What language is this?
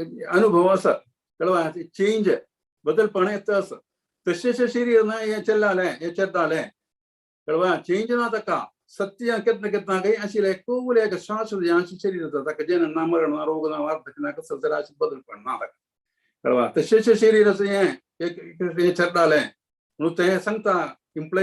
Konkani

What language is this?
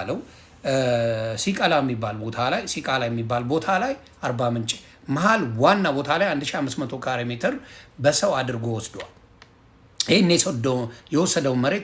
Amharic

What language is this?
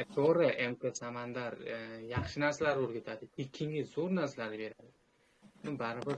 Uzbek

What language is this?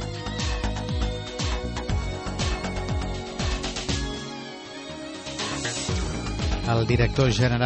Catalan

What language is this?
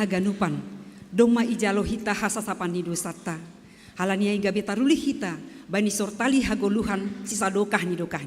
Batak Simalungun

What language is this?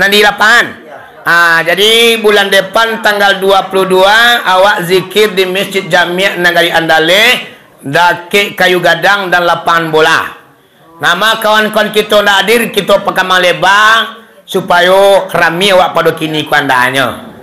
Minangkabau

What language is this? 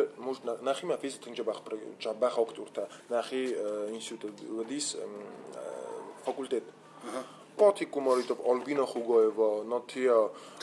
Ossetic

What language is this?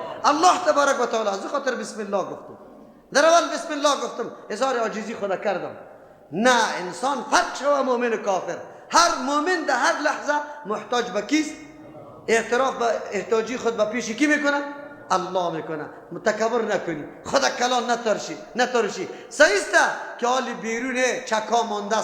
Persian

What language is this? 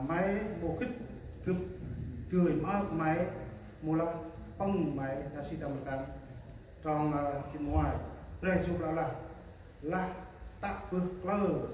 Central Mnong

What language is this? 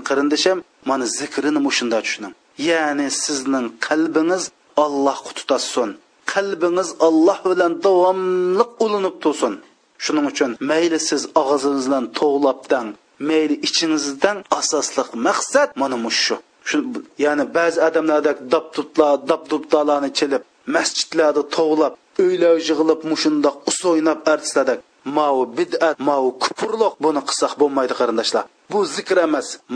Uyghur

